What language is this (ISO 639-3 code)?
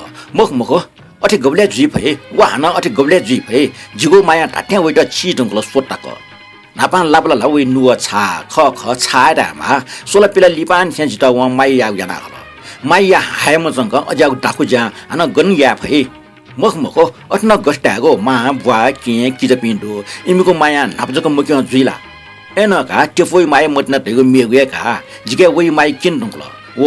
new